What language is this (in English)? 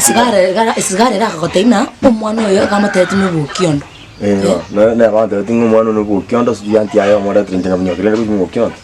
Gusii